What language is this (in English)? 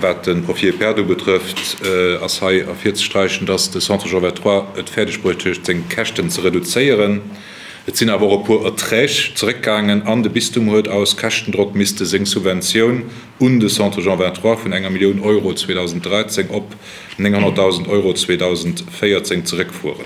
Luxembourgish